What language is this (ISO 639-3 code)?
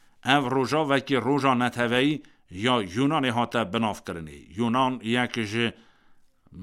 kur